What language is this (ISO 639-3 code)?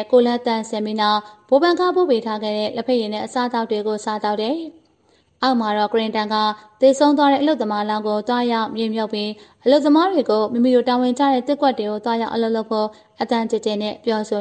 mya